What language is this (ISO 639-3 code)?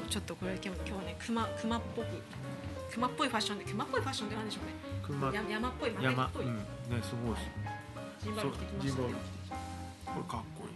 jpn